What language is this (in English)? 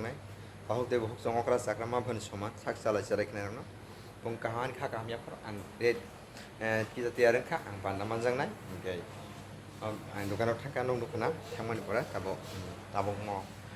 Kok Borok